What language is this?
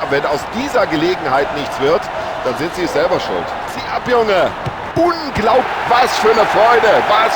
Bavarian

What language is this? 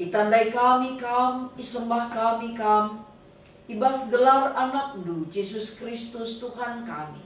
Batak Karo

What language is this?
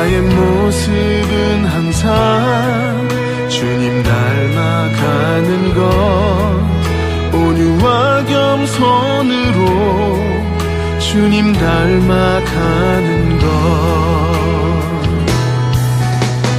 Korean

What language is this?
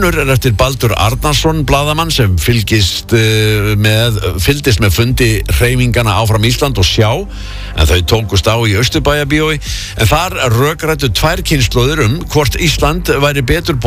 Icelandic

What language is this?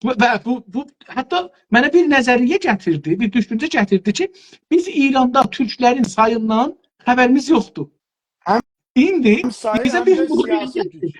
South Azerbaijani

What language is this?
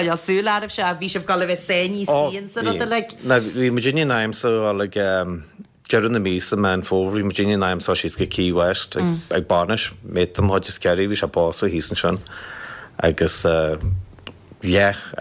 Irish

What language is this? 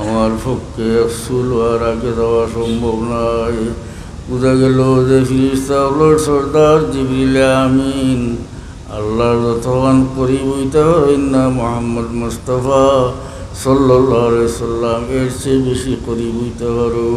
Sylheti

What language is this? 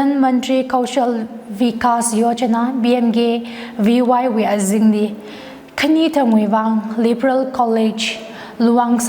Tangkhul Naga (India)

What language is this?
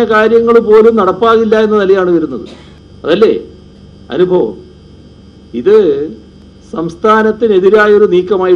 Malayalam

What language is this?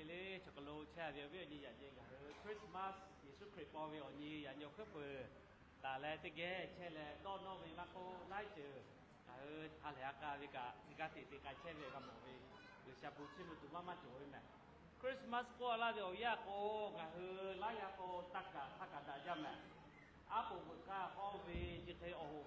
Lahu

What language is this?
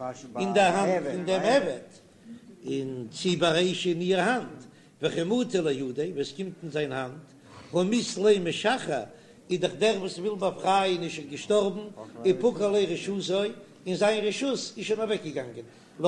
Yiddish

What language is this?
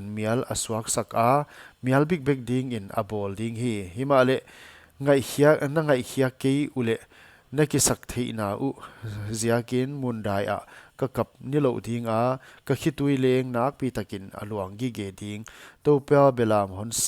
Paite Chin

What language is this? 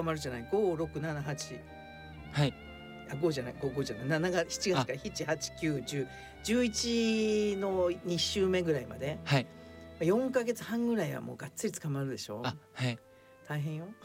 Japanese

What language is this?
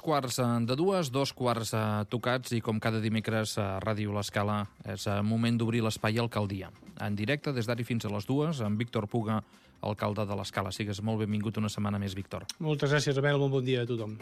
Catalan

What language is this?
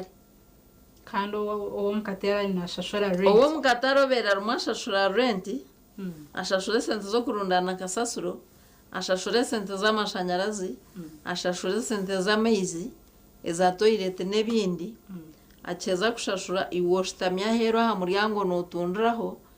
Nyankole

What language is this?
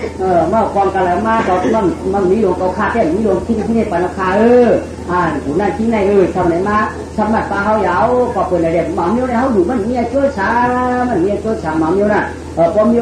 Shan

